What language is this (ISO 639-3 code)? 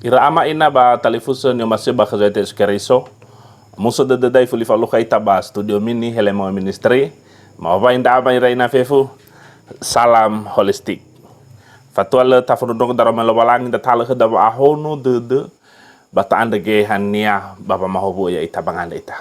nia